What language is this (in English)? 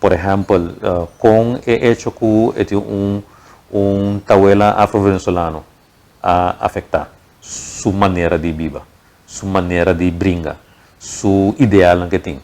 Papiamento